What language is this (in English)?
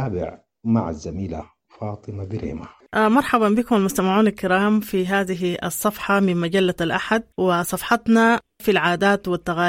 Sudanese Arabic